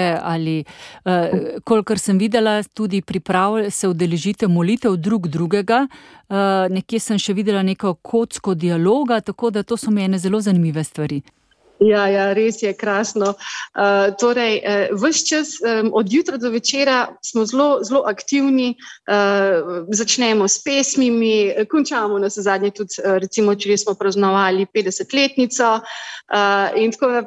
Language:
Slovenian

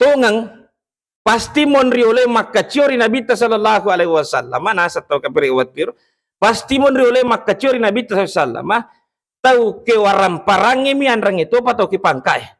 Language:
Buginese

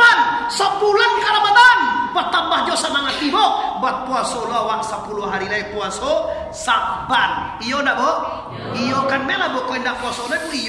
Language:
Minangkabau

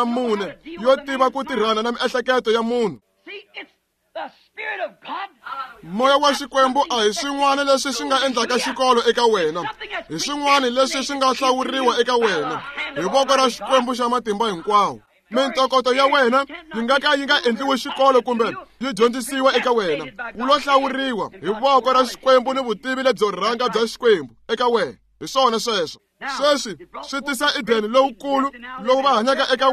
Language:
Tsonga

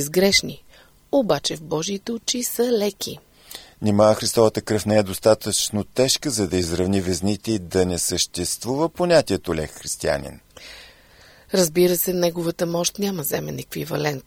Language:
Bulgarian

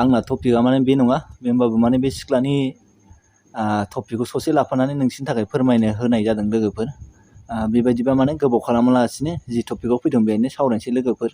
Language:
Bodo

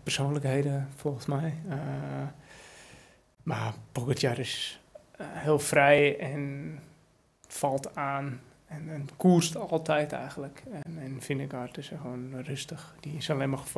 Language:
Dutch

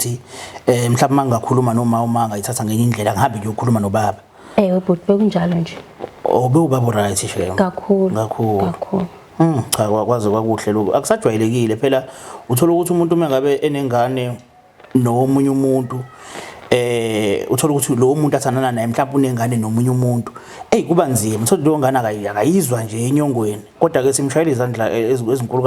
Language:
Zulu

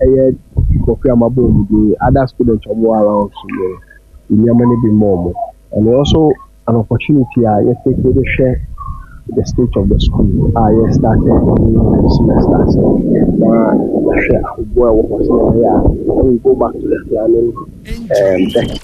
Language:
Akan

